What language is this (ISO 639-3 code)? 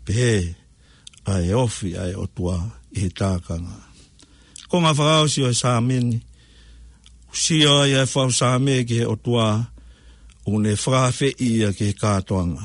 ton